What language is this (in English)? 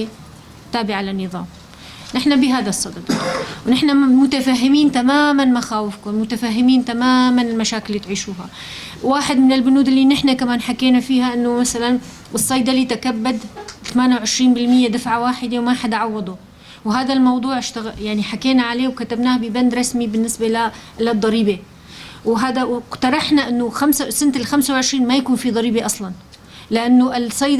North Levantine Arabic